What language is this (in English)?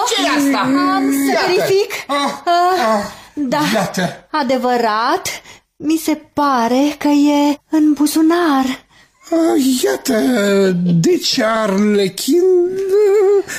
Romanian